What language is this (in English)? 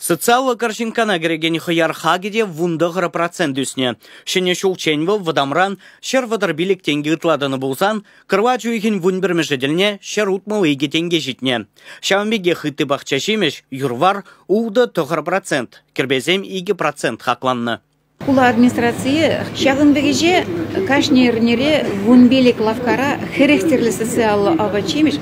Chuvash